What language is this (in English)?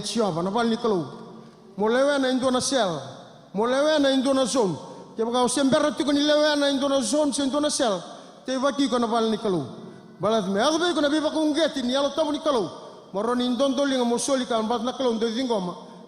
Fijian